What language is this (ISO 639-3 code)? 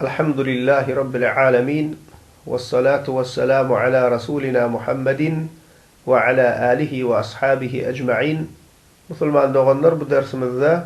tuk